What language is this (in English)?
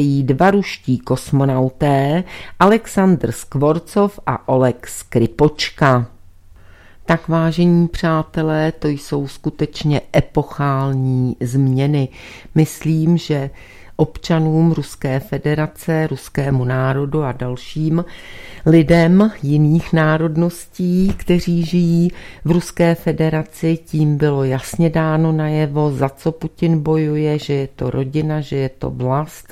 Czech